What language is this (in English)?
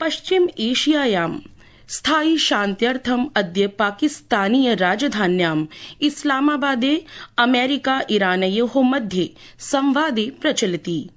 Sanskrit